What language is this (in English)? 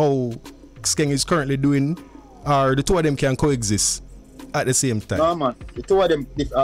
Jamaican Creole English